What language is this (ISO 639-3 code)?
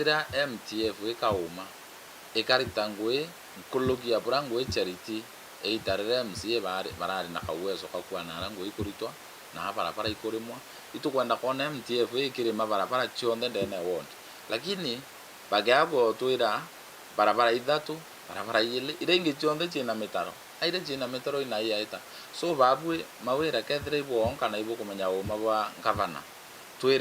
mer